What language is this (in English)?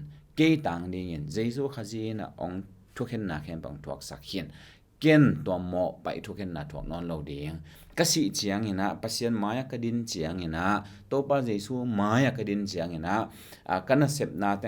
Tedim Chin